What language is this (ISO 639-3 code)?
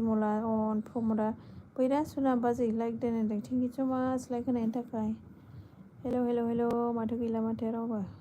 brx